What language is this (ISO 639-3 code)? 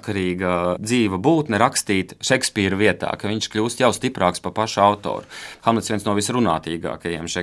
lav